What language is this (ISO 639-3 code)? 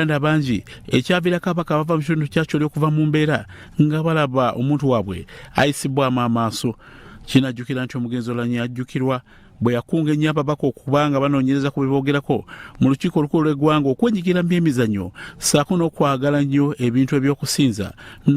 lug